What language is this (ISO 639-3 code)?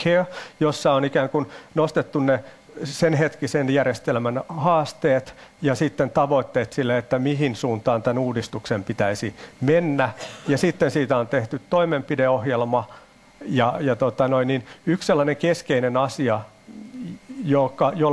fin